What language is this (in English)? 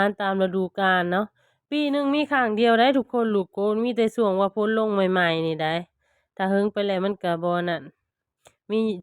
Lao